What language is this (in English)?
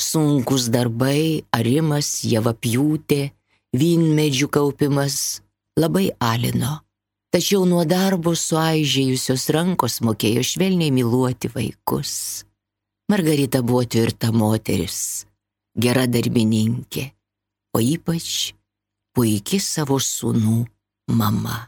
Lithuanian